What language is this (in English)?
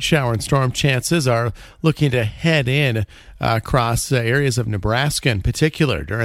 English